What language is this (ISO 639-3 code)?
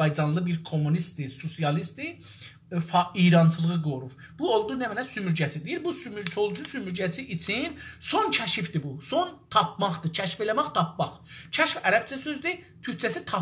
azb